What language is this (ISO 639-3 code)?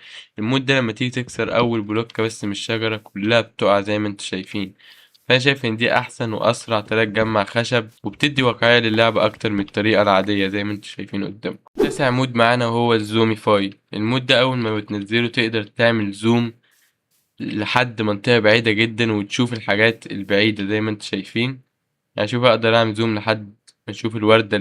arz